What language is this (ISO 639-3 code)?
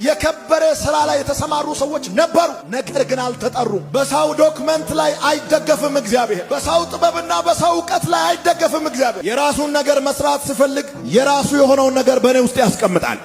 amh